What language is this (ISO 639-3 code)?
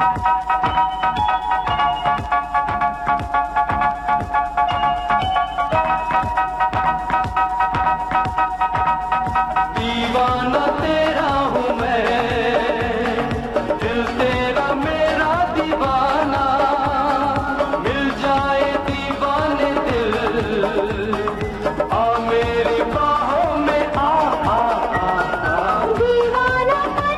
hin